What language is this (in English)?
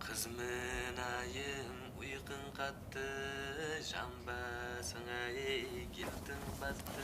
Kara-Kalpak